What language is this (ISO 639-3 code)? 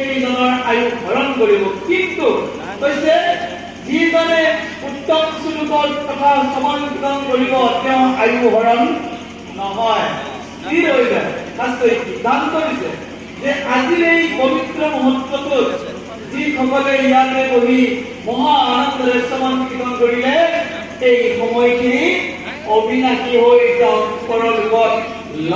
asm